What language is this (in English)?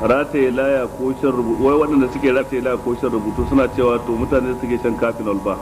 Hausa